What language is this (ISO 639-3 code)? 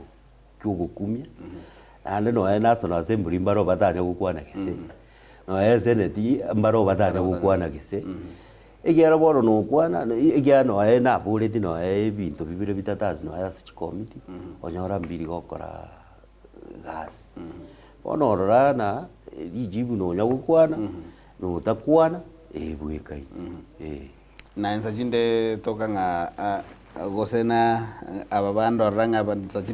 guz